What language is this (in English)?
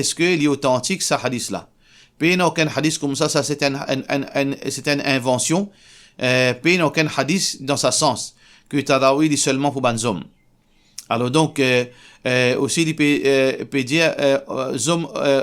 Morisyen